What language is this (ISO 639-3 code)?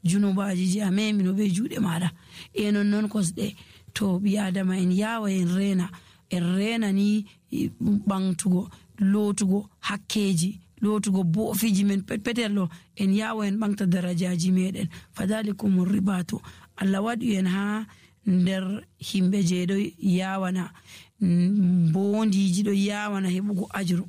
fuv